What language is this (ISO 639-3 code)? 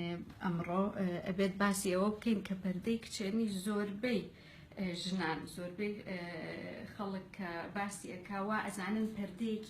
ckb